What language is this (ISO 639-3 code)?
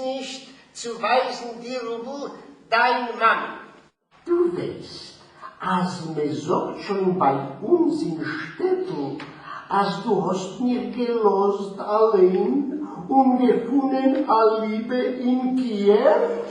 yid